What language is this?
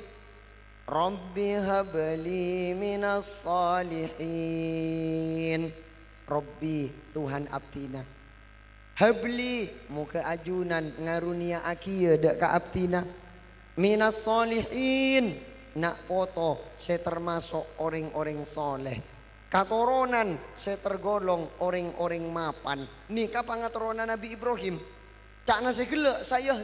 Madurese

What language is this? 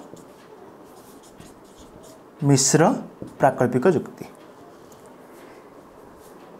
Odia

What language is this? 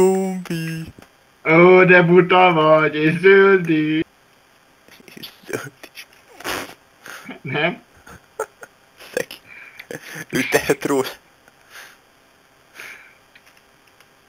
Hungarian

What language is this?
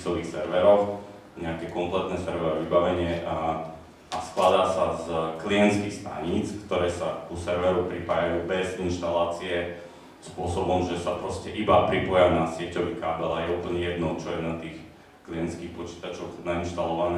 Slovak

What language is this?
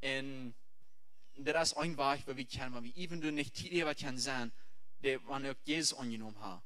Plautdietsch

